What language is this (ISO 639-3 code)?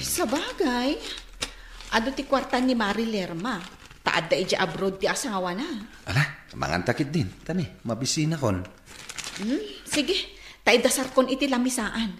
ilo